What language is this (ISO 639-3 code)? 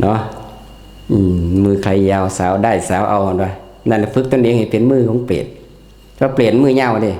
tts